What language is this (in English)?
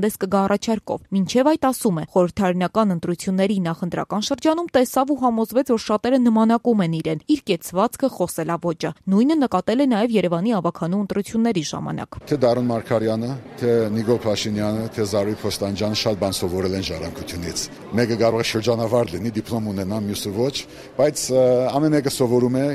Armenian